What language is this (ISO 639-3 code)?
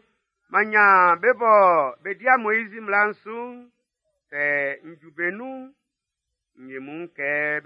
bci